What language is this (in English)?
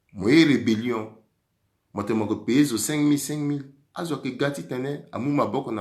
Sango